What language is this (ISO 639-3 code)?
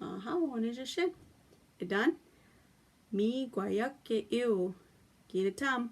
ciw